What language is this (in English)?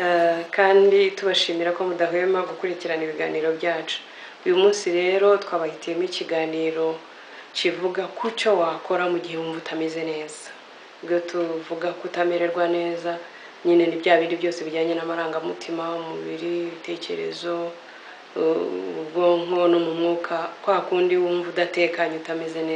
Kinyarwanda